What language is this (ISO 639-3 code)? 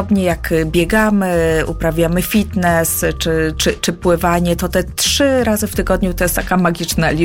pol